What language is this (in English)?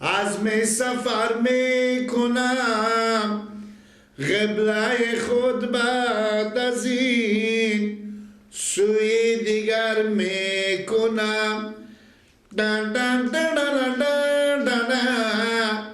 Persian